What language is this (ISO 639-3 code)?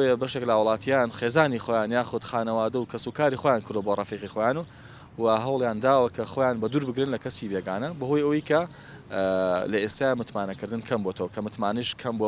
ckb